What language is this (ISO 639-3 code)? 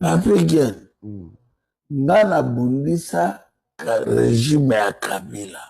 lin